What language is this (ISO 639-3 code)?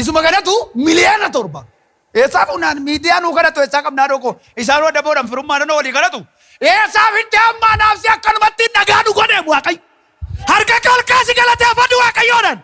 orm